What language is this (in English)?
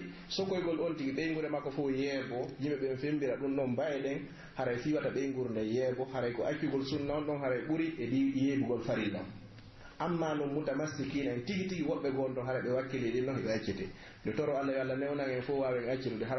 Pular